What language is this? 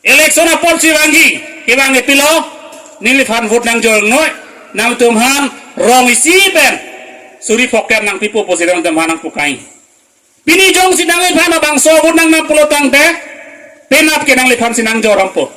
Karbi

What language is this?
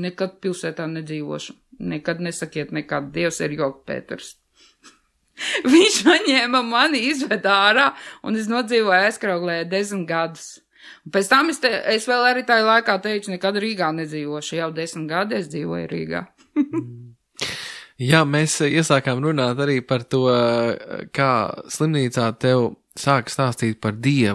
Latvian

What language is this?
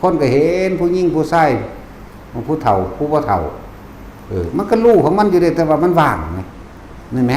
Northeastern Thai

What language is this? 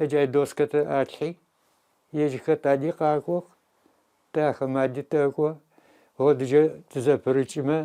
Adyghe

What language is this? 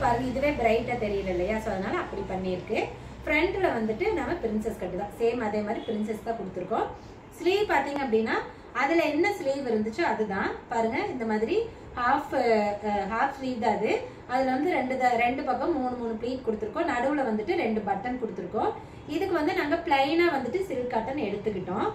Tamil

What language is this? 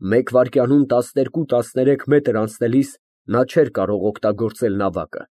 Armenian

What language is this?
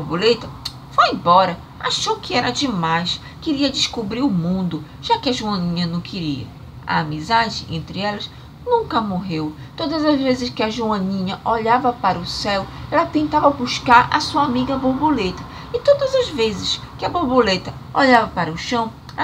Portuguese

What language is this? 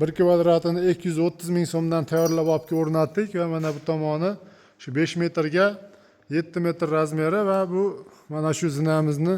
Uzbek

